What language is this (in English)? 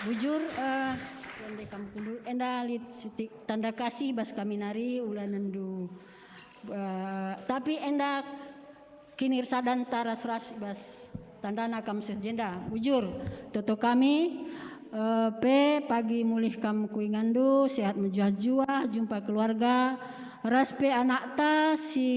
Batak Karo